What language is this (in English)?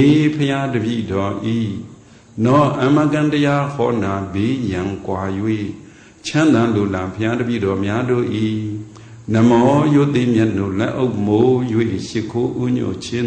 Burmese